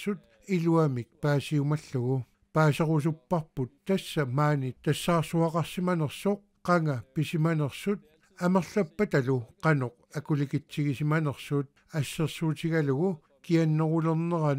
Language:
Kalaallisut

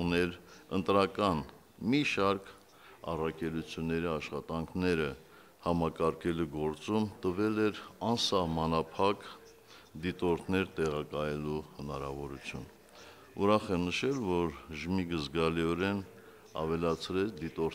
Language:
Armenian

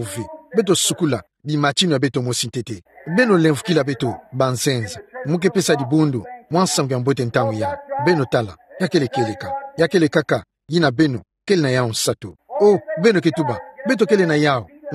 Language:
Kituba (Democratic Republic of Congo)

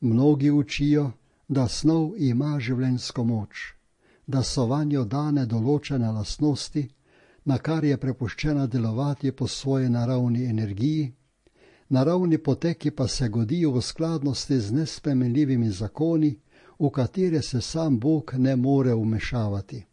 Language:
Slovenian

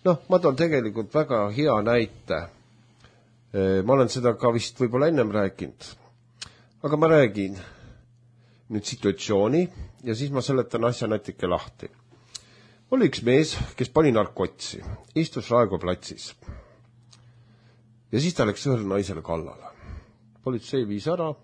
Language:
Estonian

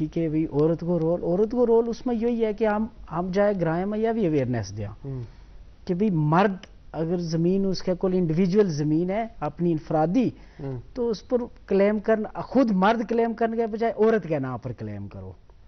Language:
Gujari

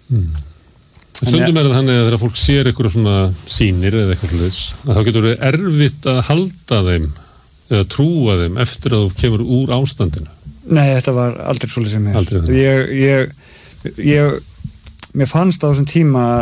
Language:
Icelandic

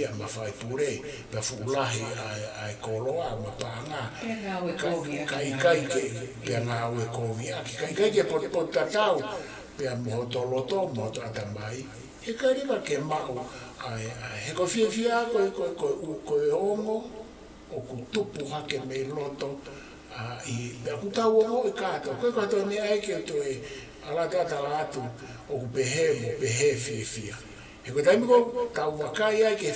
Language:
Tongan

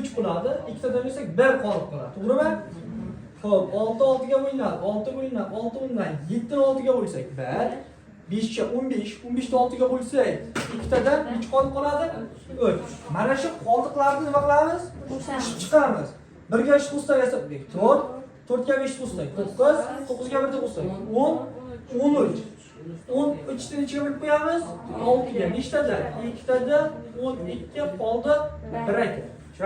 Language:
Uzbek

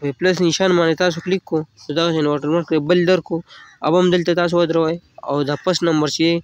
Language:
Pashto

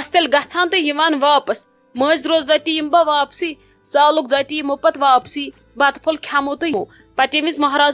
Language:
Kashmiri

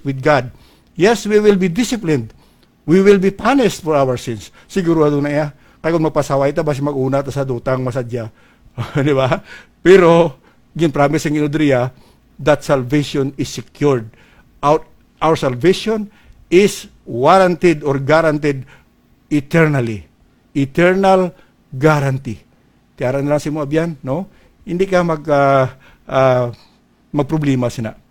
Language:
Hiligaynon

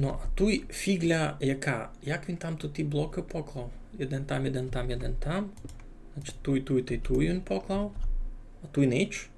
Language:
Rusyn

